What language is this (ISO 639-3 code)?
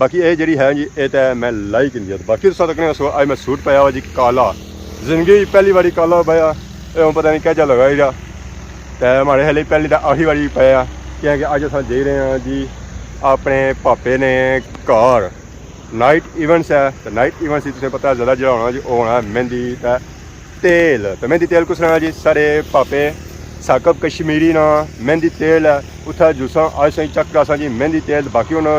phr